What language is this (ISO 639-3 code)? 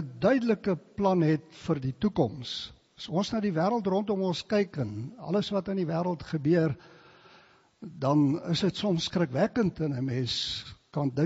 afr